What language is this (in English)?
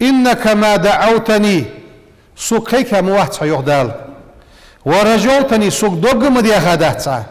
Ingush